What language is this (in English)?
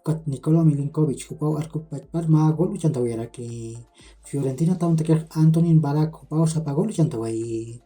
Aymara